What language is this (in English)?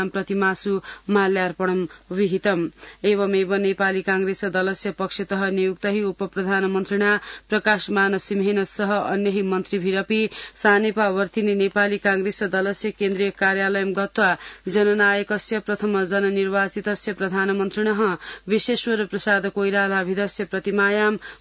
Sanskrit